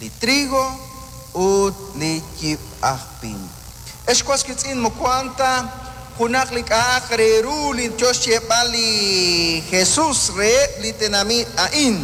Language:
Kekchí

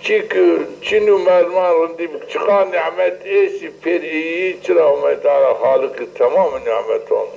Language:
Zaza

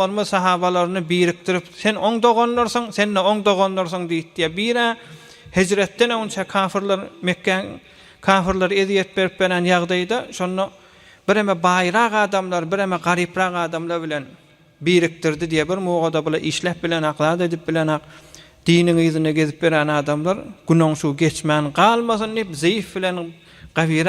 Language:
Turkmen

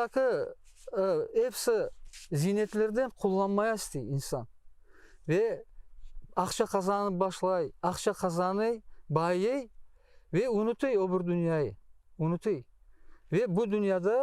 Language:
Crimean Tatar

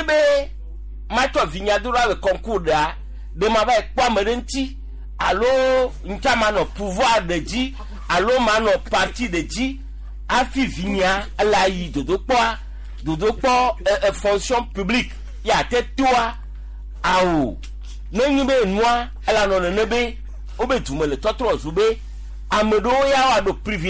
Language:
Gen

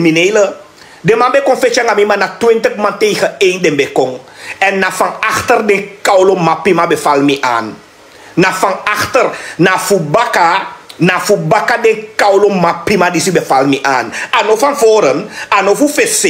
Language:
Sranan Tongo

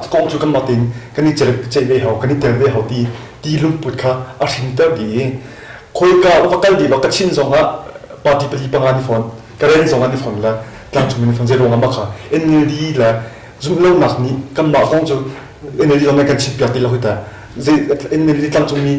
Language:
Hakha Chin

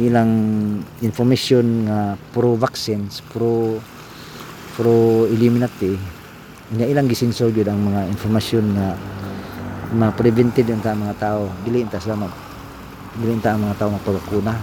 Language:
Cebuano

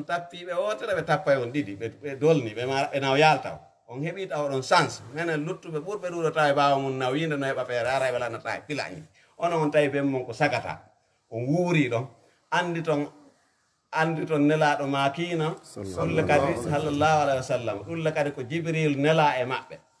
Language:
Fula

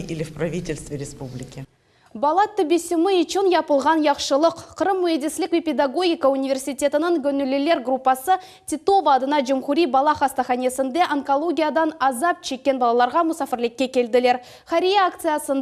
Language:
Crimean Tatar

